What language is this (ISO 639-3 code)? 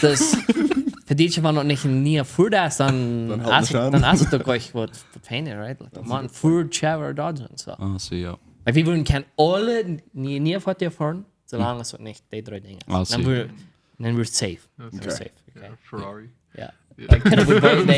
pdt